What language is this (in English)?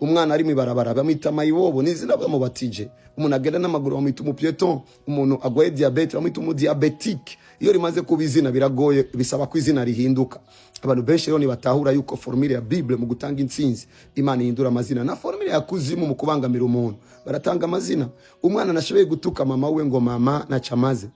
Rundi